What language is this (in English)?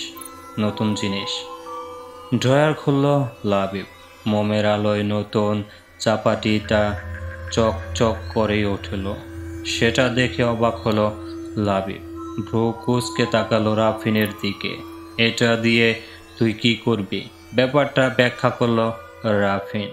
Bangla